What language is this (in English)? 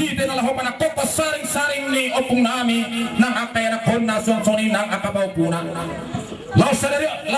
Batak Toba